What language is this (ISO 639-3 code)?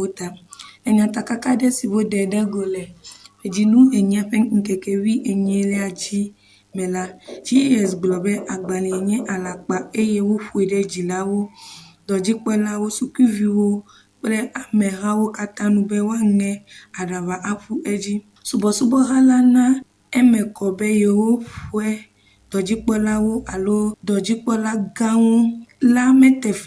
ewe